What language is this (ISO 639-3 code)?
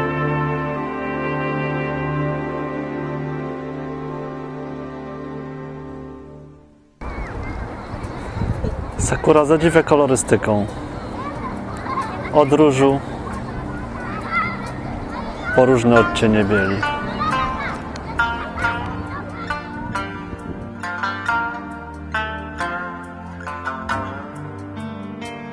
pol